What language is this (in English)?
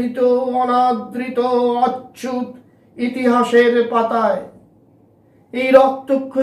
Bangla